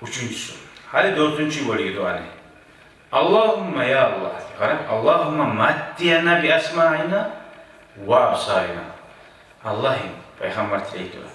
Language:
Kumyk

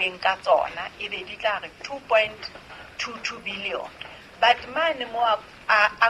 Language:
Southern Sotho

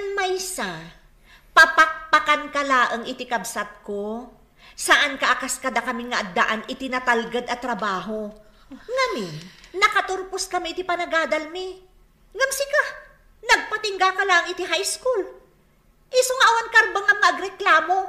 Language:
Iloko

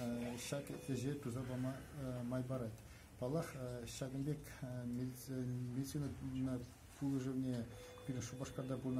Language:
Chuvash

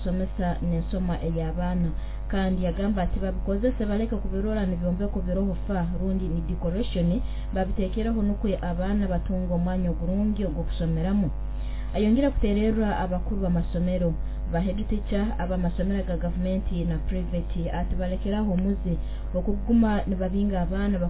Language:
Nyoro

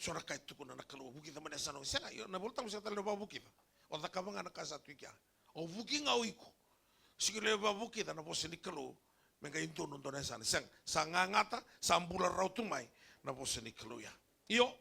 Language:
Fijian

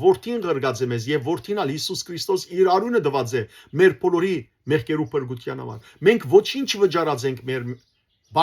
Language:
Western Armenian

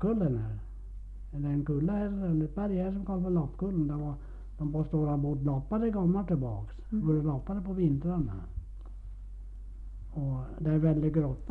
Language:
Swedish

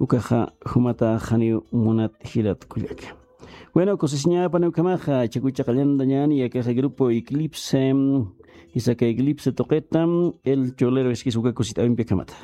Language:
Aymara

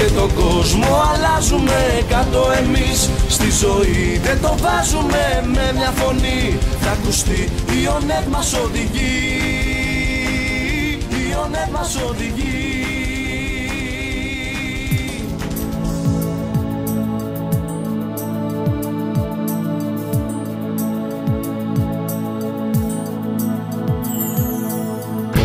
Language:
Greek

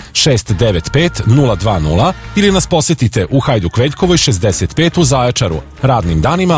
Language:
Serbian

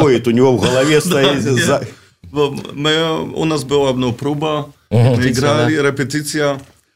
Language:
Belarusian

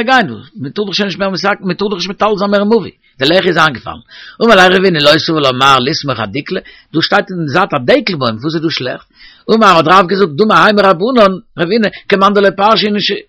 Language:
Yiddish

